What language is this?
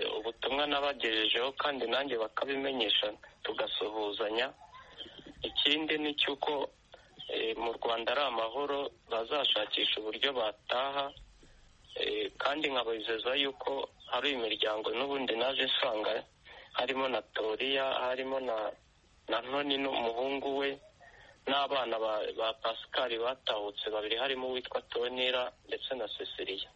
Kinyarwanda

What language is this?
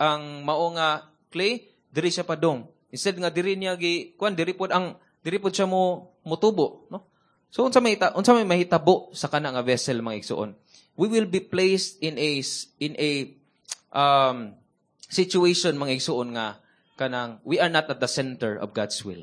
Cebuano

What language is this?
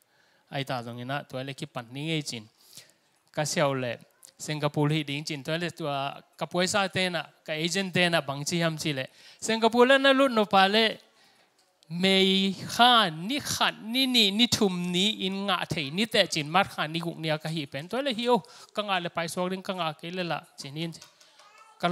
Tedim Chin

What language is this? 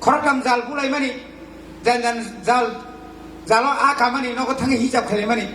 Kok Borok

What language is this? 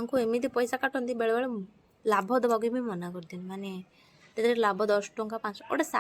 Odia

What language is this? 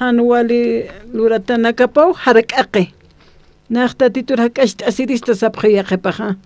Aymara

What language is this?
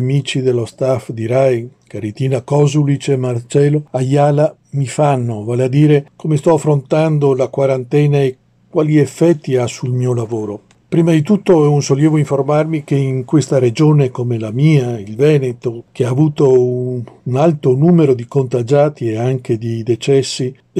Italian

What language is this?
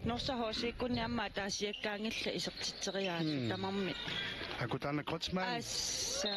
Kalaallisut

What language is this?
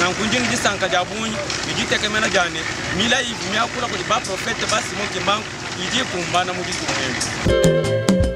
Luba-Lulua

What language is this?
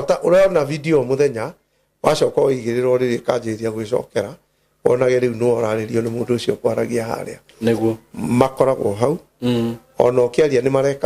Kikuyu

